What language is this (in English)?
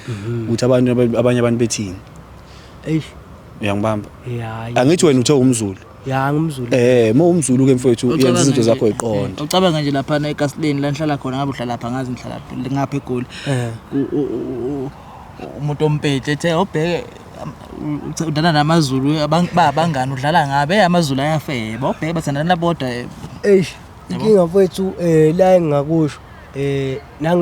Zulu